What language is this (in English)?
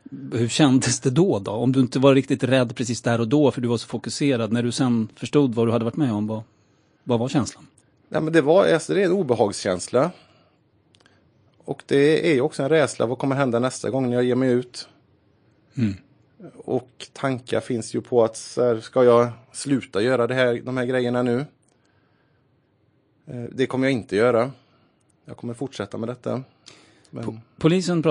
Swedish